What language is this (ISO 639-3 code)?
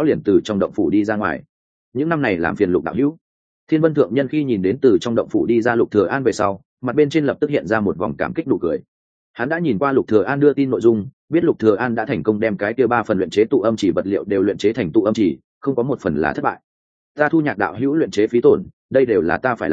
vie